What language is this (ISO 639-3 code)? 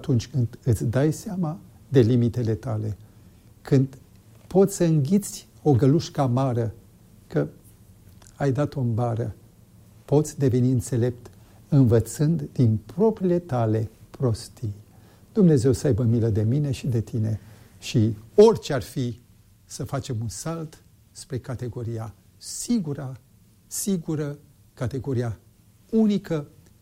ron